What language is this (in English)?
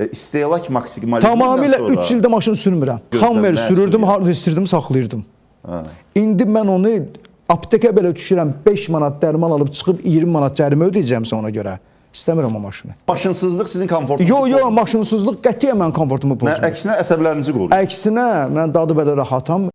Azerbaijani